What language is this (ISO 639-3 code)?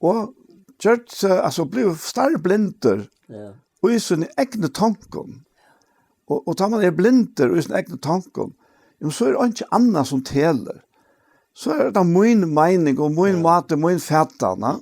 fao